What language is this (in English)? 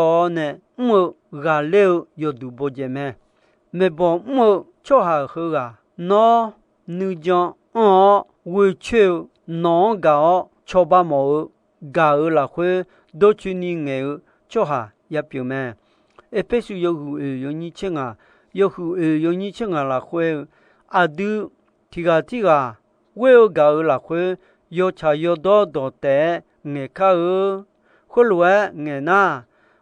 Akha